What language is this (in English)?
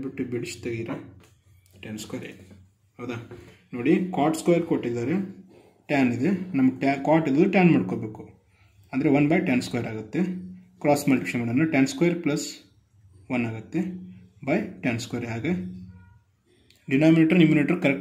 Kannada